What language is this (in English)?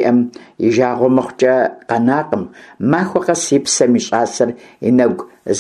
Kabardian